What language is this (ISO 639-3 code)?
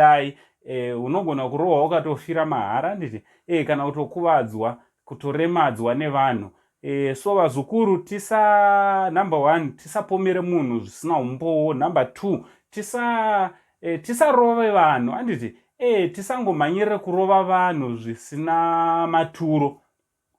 sna